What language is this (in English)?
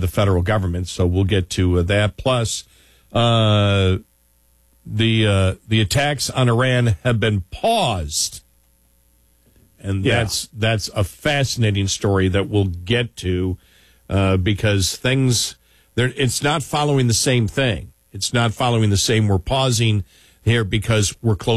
English